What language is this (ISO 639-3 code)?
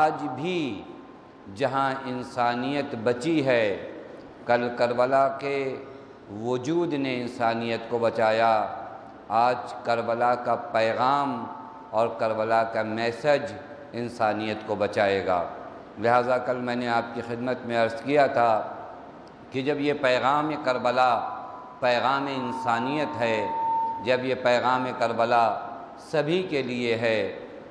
urd